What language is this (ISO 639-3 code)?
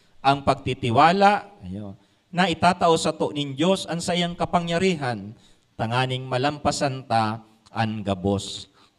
bik